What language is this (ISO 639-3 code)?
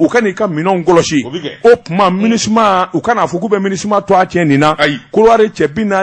bam